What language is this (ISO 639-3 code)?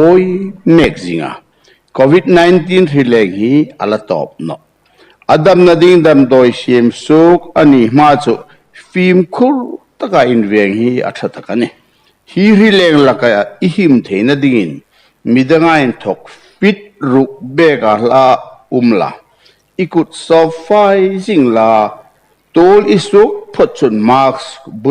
hmr